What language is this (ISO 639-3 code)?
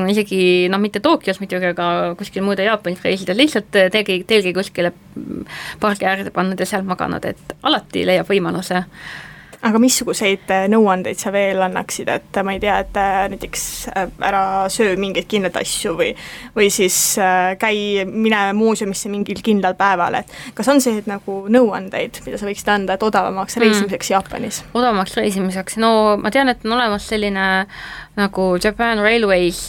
est